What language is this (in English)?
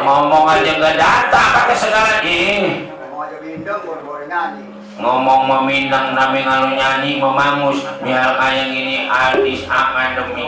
Betawi